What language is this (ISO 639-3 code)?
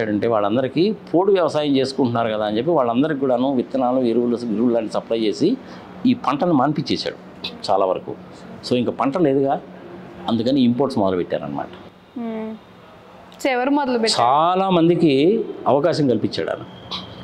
tel